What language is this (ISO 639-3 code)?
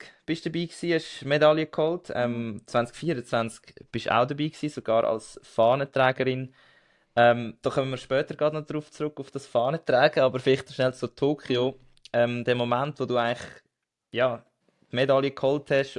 gsw